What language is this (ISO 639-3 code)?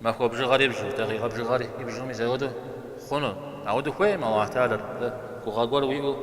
kbd